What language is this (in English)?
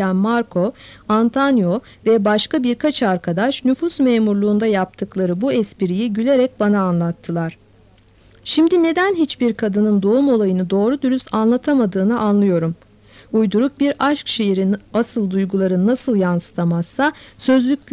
Turkish